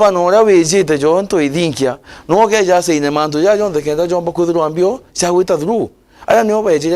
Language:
Meru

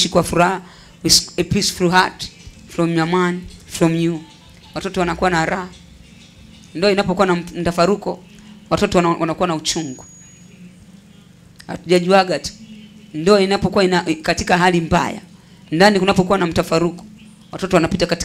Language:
Swahili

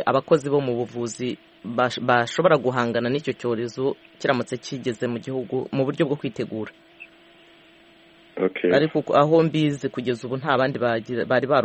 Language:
Kinyarwanda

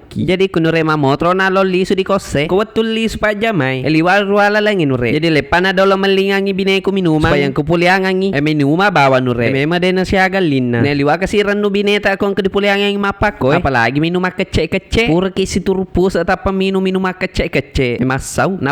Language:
Buginese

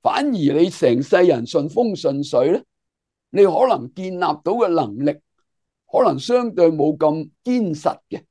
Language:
Cantonese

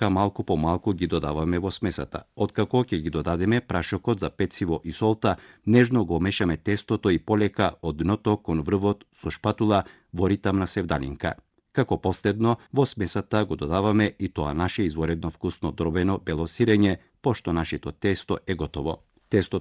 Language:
Macedonian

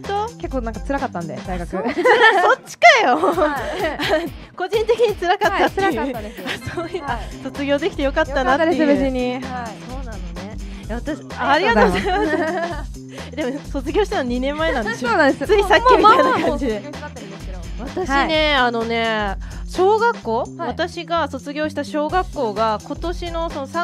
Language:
Japanese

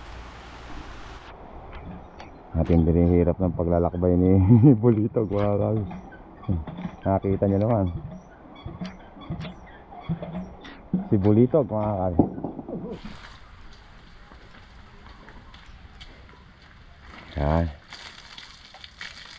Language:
Filipino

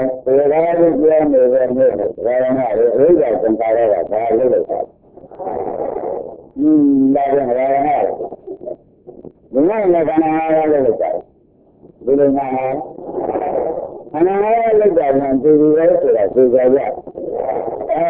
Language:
Burmese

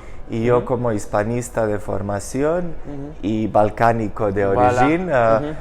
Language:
Ladino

